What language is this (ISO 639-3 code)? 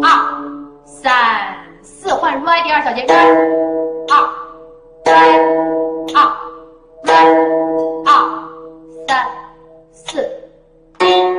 zho